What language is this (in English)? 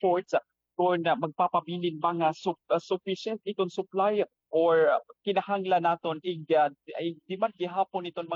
Waray